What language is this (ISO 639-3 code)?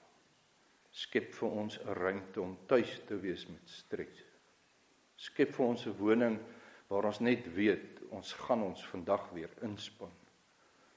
afr